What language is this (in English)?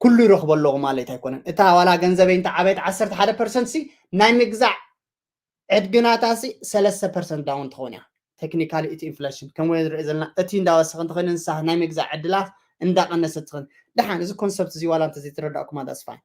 Tigrinya